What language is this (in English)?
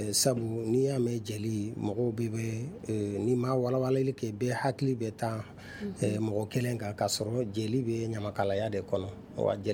Bambara